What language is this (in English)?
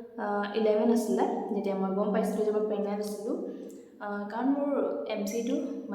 Assamese